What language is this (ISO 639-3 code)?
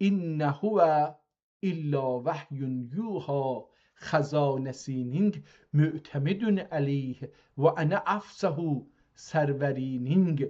azb